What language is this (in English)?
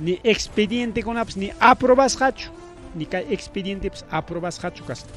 Ayacucho Quechua